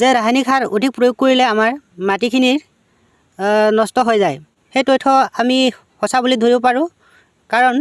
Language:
Assamese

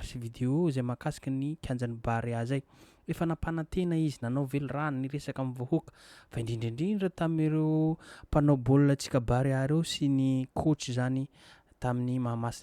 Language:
Malagasy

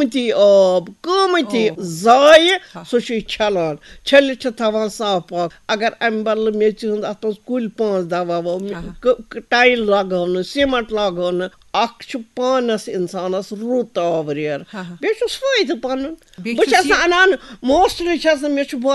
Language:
Kashmiri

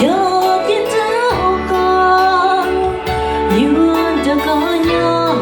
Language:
Hmong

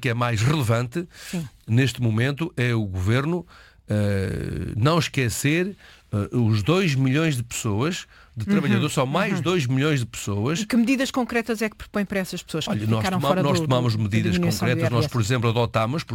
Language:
Portuguese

